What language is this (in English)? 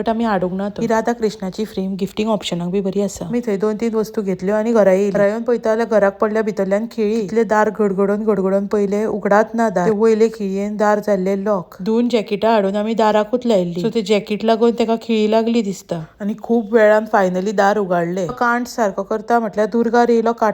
Konkani